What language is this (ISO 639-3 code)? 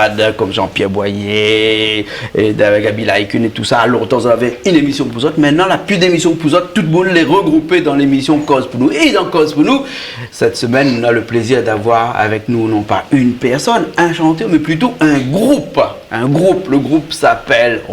rcf